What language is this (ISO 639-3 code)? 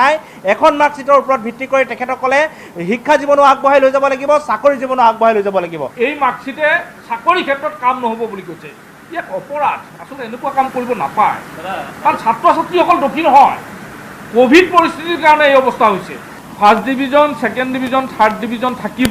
asm